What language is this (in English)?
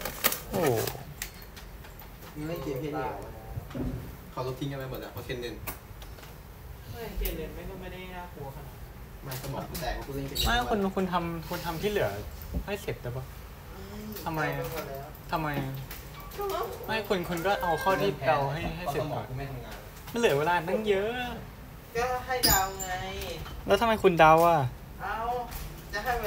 Thai